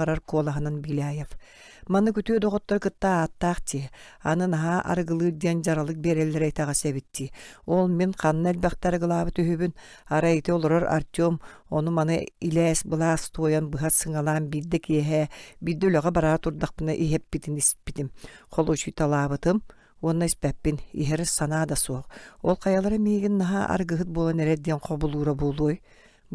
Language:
Yakut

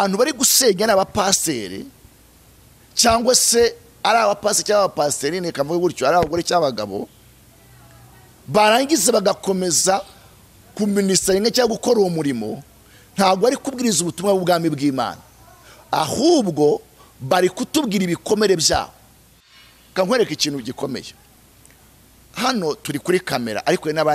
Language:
Kinyarwanda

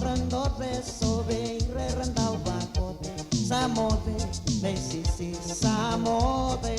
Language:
Fijian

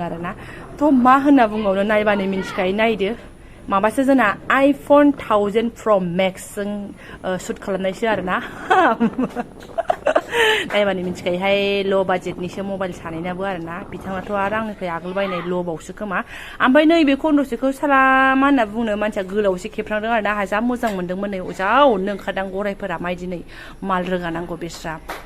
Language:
Bodo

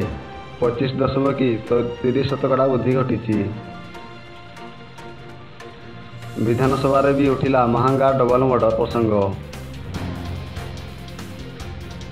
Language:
Odia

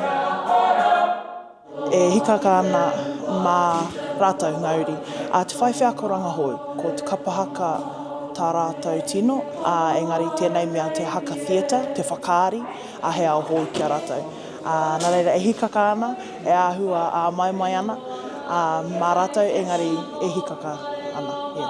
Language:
Māori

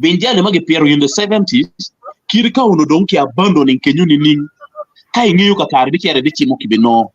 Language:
Acoli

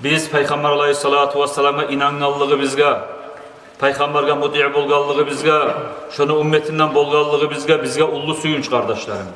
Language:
Kumyk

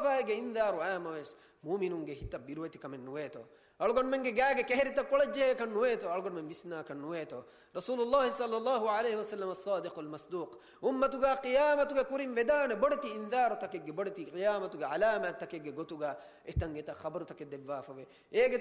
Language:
Divehi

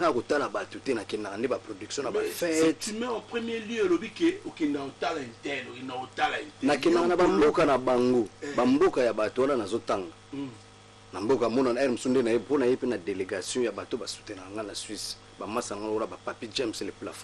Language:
Lingala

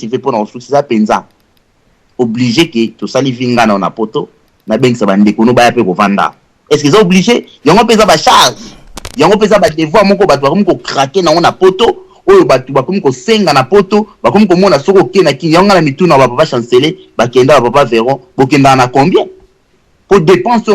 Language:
Lingala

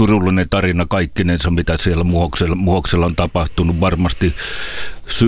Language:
Finnish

